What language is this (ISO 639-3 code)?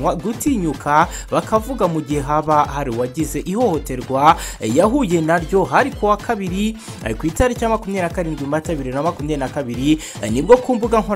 kin